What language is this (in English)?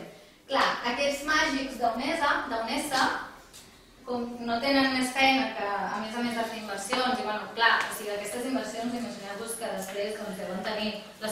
Catalan